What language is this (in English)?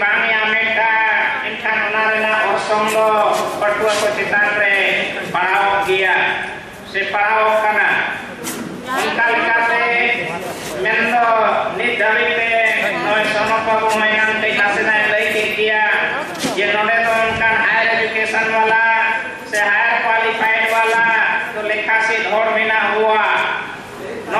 Santali